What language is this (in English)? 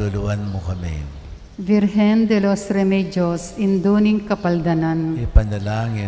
Pampanga